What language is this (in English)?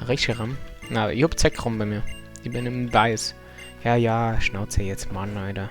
Bavarian